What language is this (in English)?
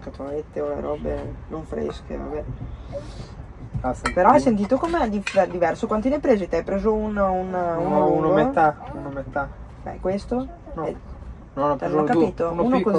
Italian